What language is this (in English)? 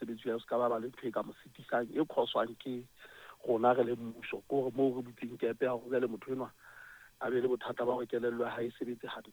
Southern Sotho